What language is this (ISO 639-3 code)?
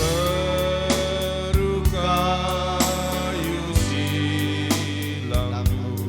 btx